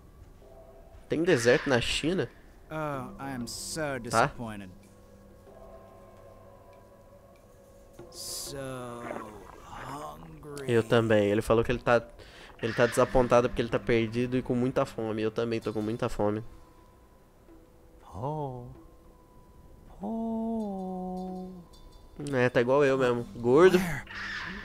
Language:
Portuguese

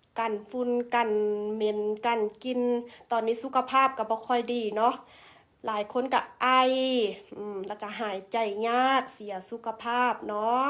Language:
Lao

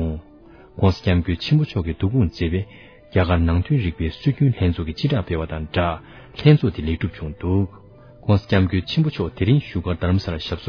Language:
Tibetan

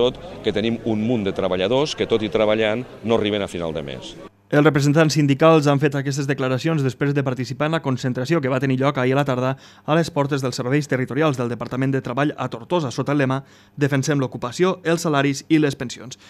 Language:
Catalan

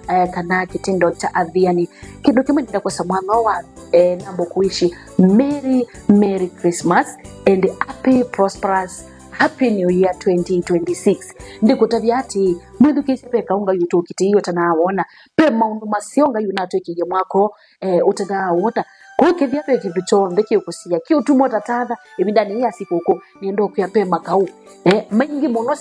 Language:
Kamba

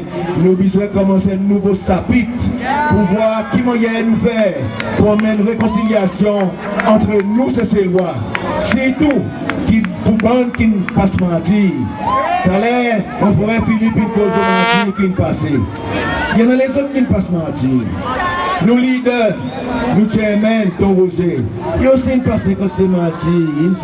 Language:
Seselwa Creole French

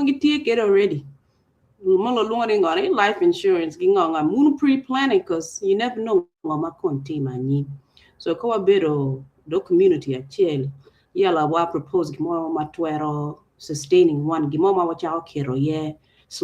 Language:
Acoli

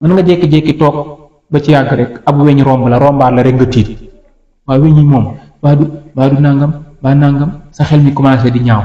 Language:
Wolof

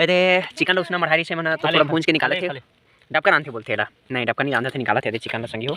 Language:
Chhattisgarhi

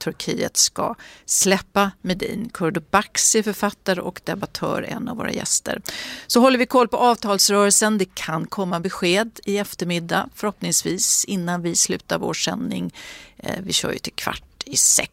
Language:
Swedish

